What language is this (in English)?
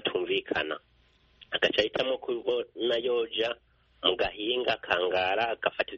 Kinyarwanda